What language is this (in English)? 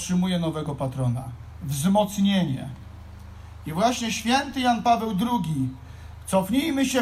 Polish